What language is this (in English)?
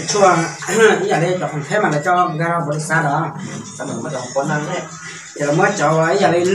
Hmong